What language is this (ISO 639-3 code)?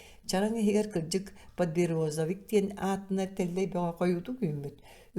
sah